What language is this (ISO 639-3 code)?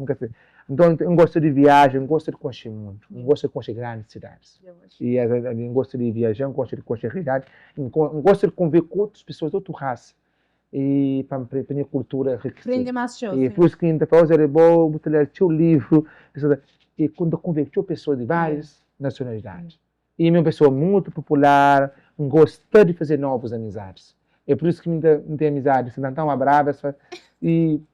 kea